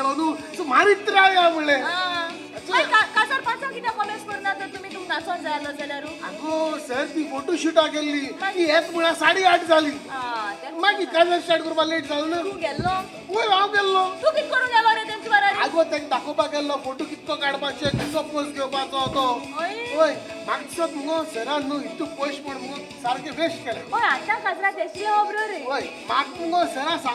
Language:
Konkani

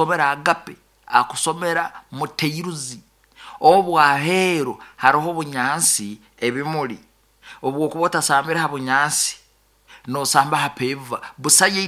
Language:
Nyoro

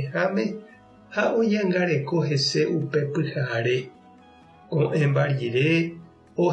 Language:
Guarani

